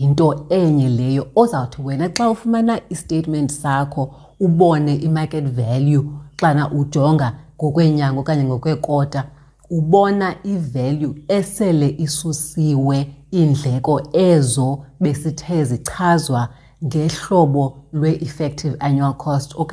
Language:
Xhosa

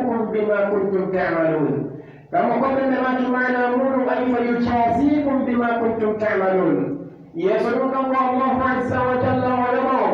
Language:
Pular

